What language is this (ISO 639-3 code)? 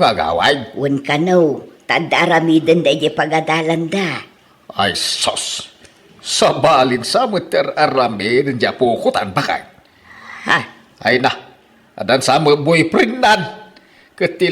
ilo